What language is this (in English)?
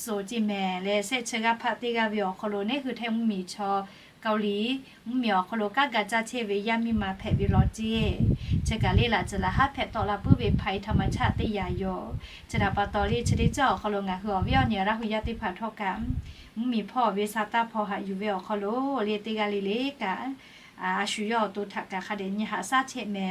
Lahu